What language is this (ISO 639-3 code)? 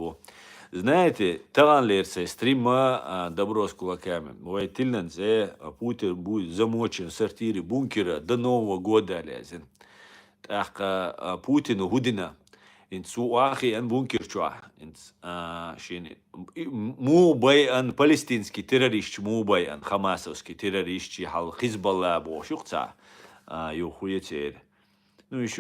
che